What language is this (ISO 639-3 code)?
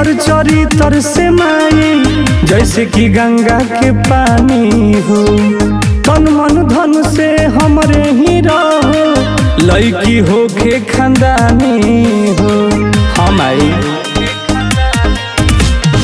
bho